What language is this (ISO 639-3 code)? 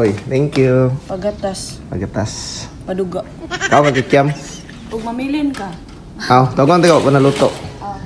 ceb